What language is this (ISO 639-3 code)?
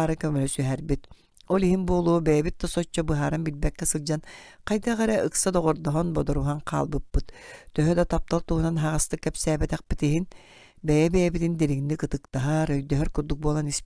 sah